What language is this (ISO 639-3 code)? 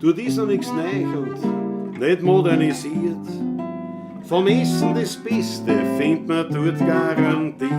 bar